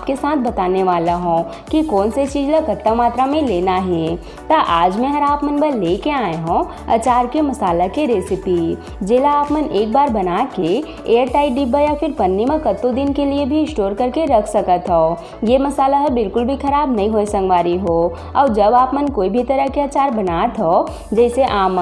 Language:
Chhattisgarhi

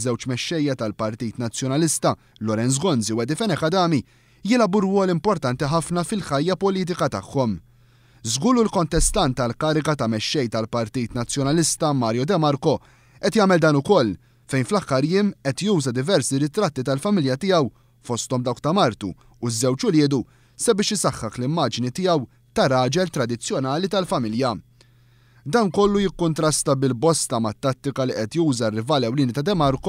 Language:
Maltese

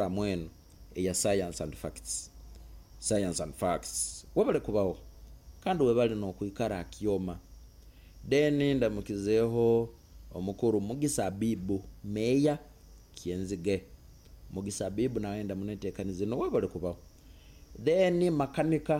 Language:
Nyoro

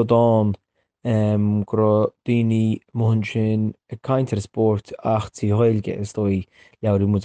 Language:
Irish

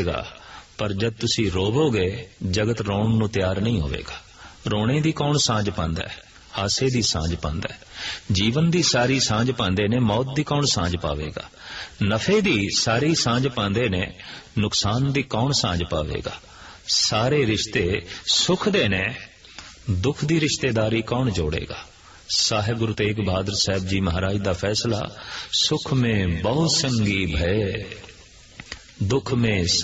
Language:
Punjabi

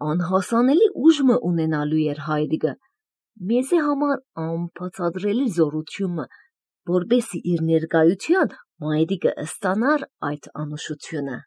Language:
Armenian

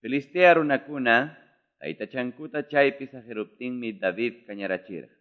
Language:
Quechua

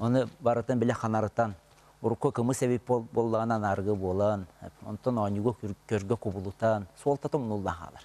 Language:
Yakut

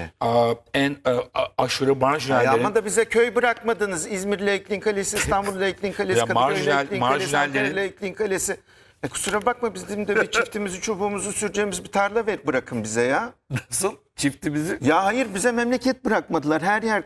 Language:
Turkish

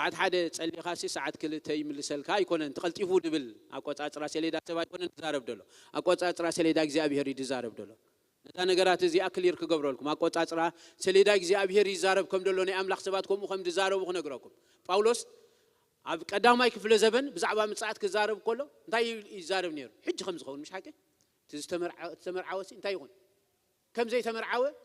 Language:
Tigrinya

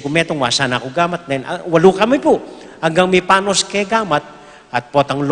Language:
Pampanga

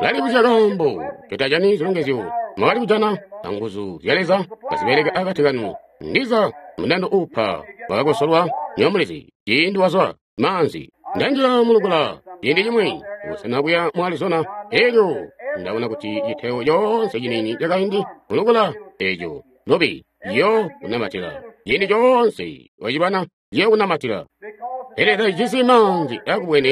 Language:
Tonga (Zambia)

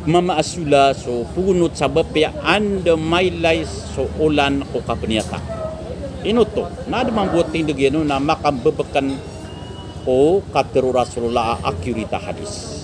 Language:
Maranao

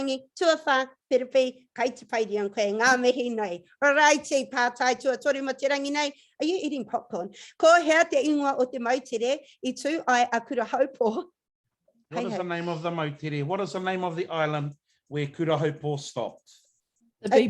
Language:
Māori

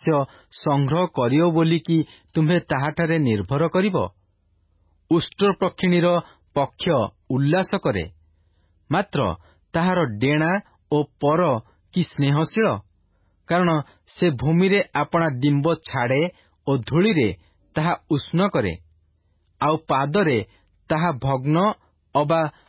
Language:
Odia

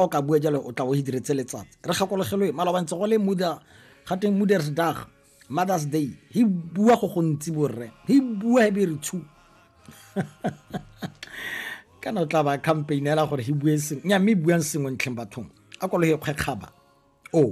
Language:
Tswana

